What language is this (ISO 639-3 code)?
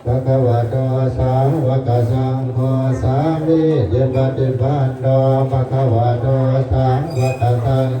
pli